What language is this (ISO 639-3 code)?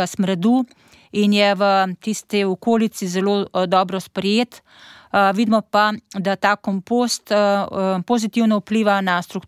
slv